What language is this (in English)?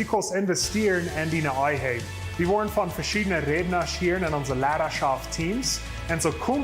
Plautdietsch